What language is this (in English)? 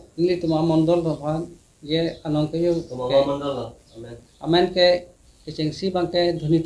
Karbi